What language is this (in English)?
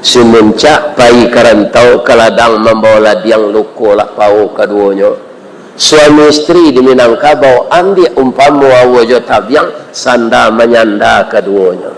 Minangkabau